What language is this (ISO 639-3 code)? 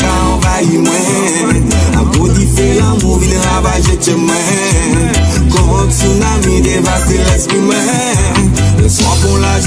gcf